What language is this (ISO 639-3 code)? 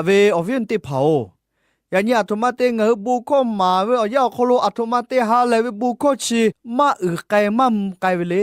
lhu